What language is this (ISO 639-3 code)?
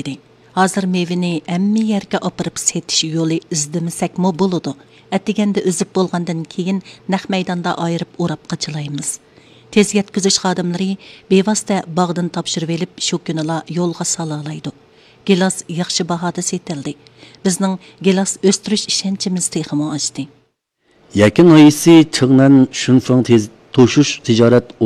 uig